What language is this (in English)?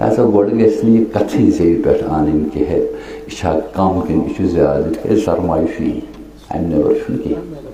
Kashmiri